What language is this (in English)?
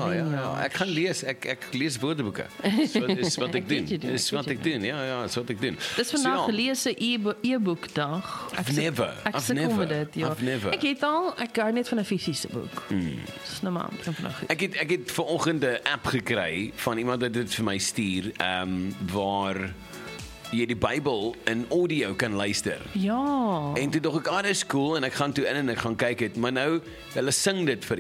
Afrikaans